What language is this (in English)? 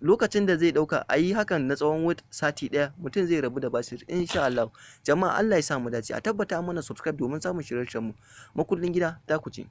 Hausa